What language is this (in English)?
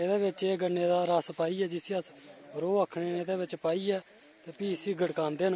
Dogri